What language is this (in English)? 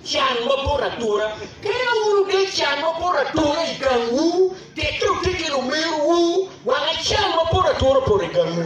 Acoli